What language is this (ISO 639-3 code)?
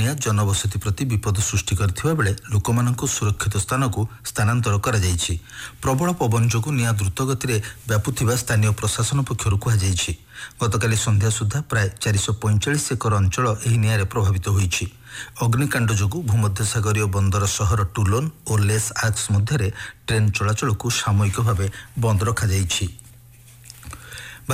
ori